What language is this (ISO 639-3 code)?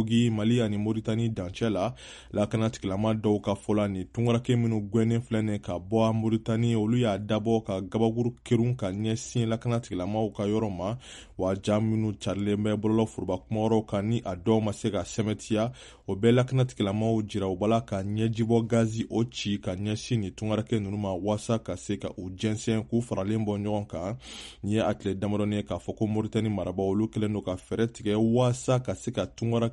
bam